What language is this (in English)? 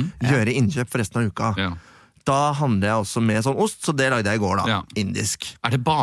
Norwegian